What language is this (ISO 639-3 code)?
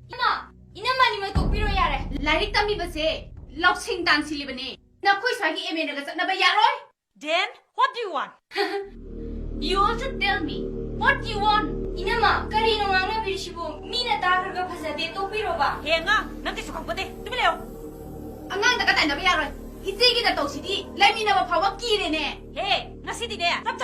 mni